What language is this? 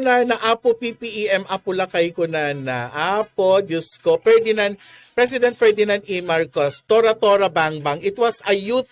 Iloko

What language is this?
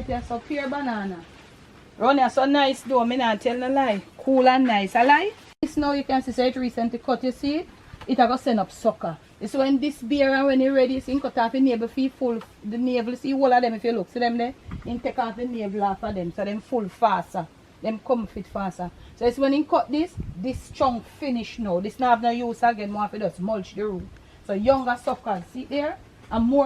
Jamaican Creole English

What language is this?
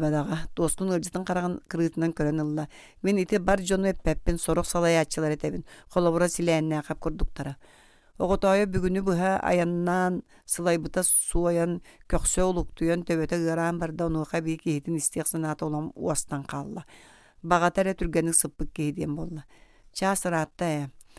Yakut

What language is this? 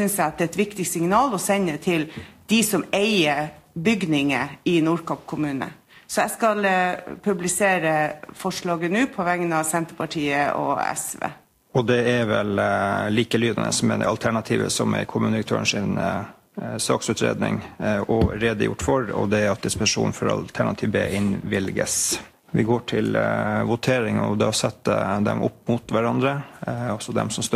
Norwegian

